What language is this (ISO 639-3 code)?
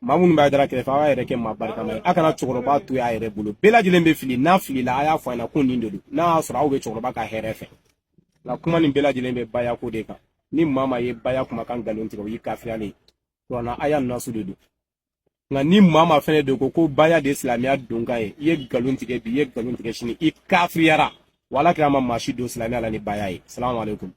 bam